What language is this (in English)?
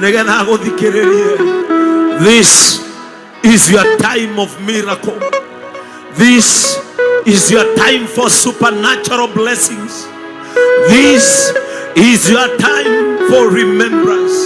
Kikuyu